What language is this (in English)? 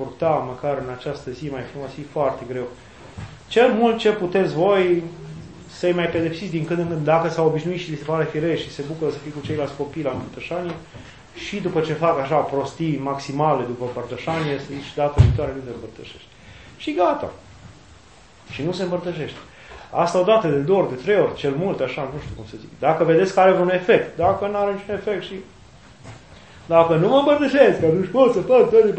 Romanian